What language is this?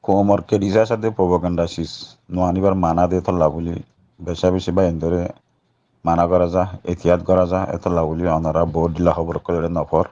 Rohingya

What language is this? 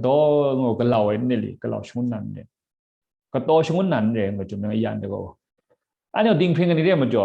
Kachin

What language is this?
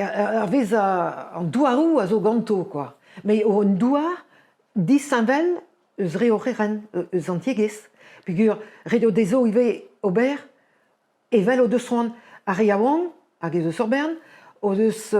Breton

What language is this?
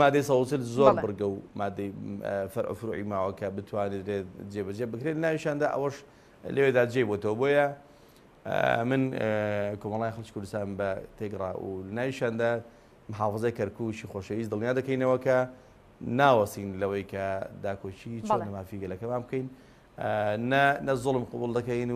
Central Kurdish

